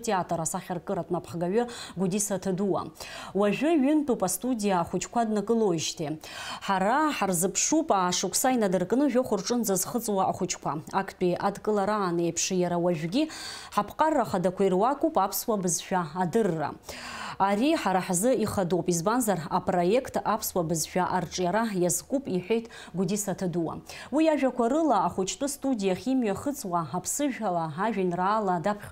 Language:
Abkhazian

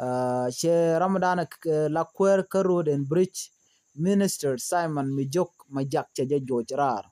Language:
Nuer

